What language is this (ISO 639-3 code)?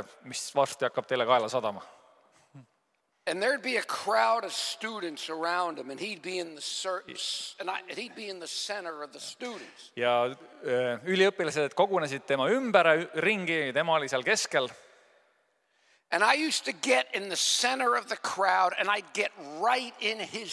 est